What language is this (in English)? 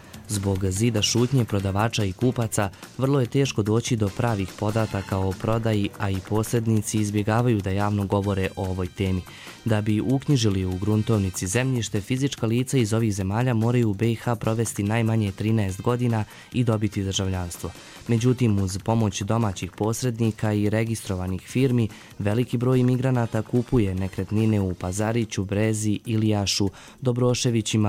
Serbian